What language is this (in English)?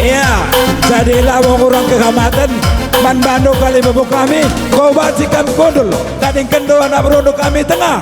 Batak Karo